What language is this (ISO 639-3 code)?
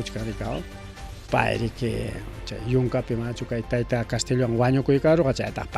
quy